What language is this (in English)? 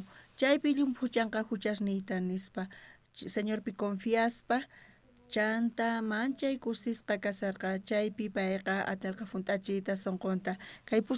South Bolivian Quechua